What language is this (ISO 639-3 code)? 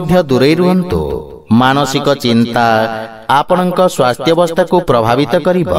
ori